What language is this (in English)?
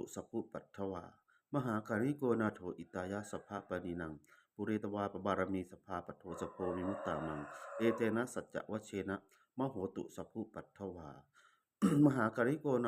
Pali